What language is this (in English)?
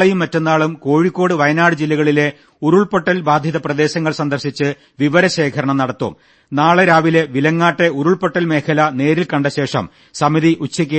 Malayalam